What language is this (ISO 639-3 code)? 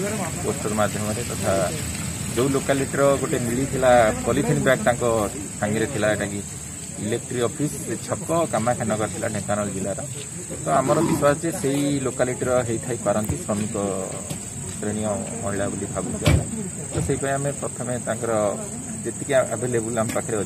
ori